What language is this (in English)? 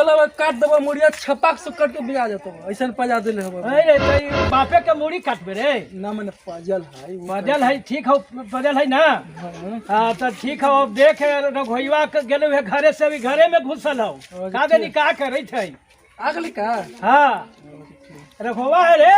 Magahi